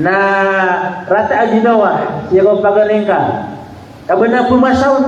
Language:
Maranao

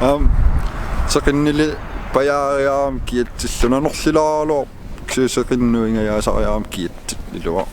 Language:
Kalaallisut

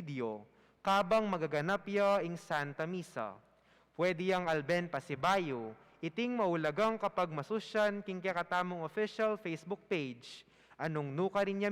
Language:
Pampanga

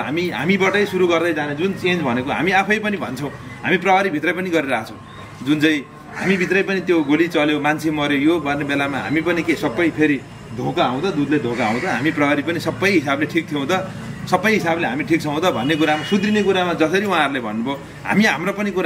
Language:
Nepali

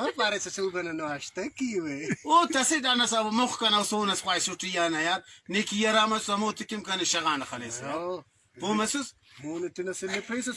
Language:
Brahui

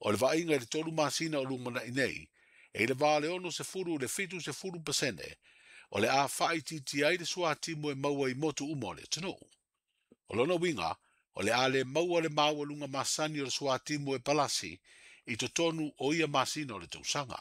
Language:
Samoan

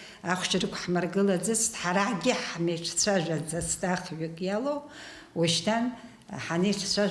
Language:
Abkhazian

